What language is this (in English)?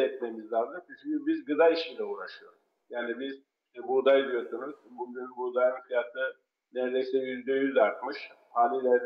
Turkish